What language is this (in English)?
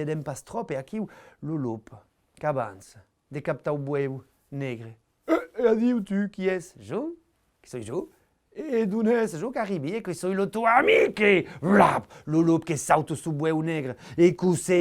Occitan